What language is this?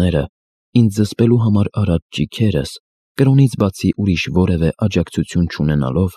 Armenian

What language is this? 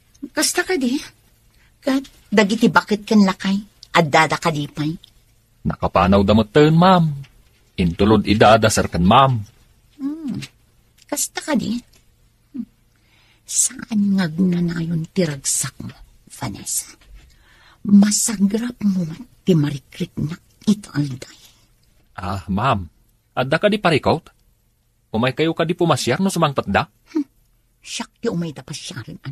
Iloko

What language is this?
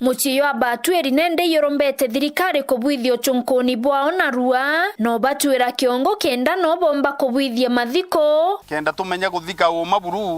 Meru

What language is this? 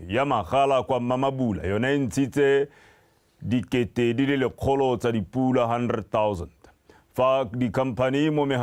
Tswana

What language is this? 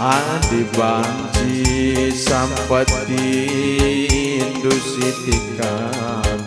Batak Karo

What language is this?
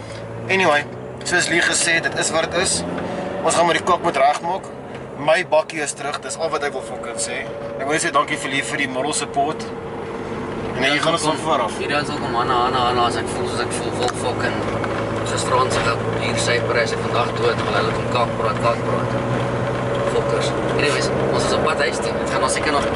Afrikaans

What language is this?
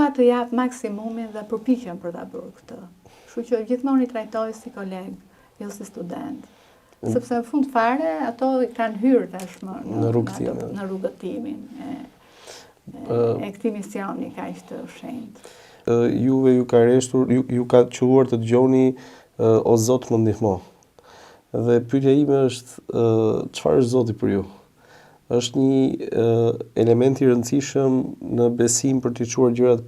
Albanian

